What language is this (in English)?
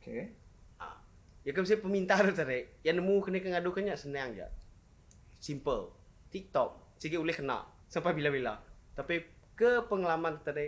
Iban